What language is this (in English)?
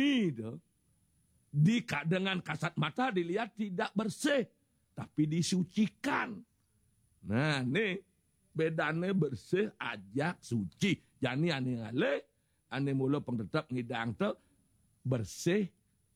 Balinese